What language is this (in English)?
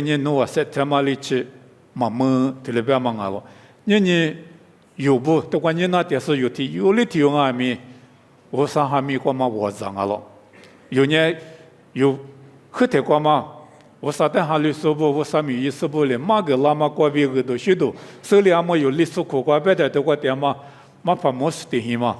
Lisu